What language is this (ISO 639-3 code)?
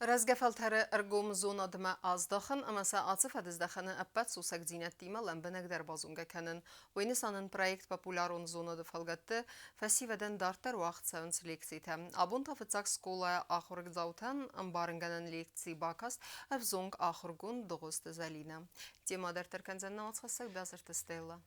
oss